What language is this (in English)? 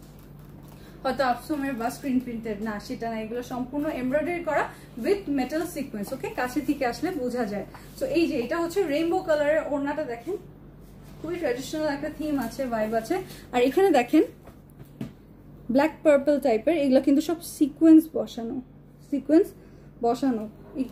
Bangla